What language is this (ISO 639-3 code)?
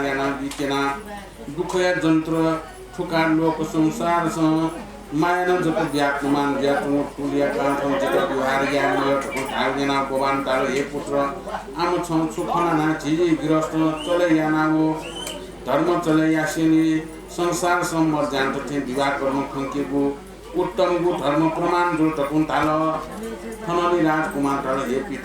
new